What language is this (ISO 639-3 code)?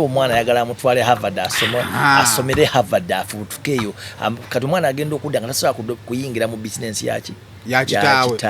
lug